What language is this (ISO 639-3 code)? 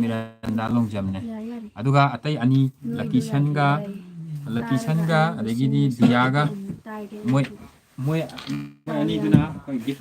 mni